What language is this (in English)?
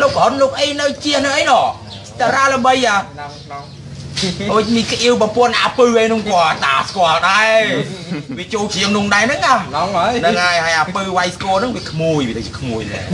Khmer